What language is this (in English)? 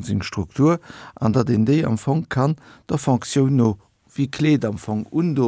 Luxembourgish